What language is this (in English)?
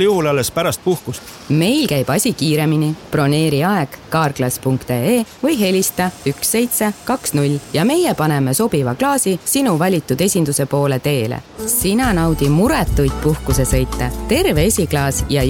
Estonian